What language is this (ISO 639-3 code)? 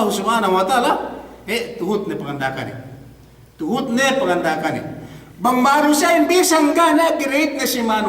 yka